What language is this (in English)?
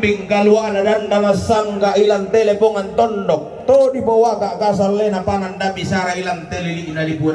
Toraja-Sa'dan